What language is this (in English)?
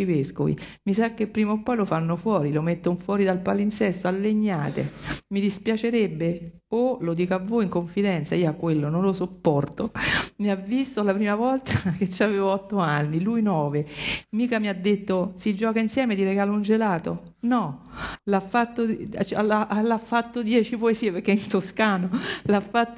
Italian